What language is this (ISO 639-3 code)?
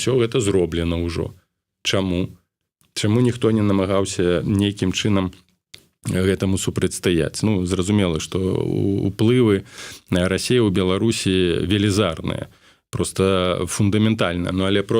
bel